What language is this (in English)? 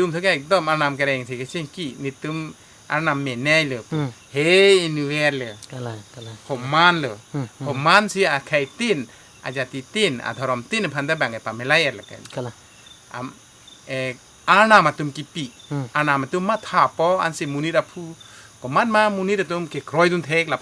Karbi